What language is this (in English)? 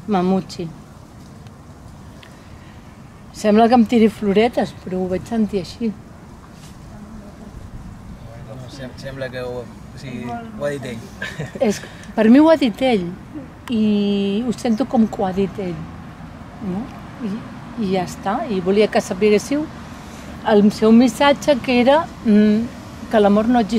Catalan